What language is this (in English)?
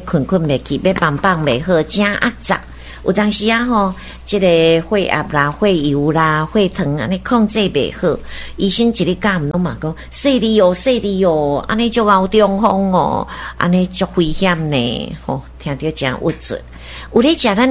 Min Nan Chinese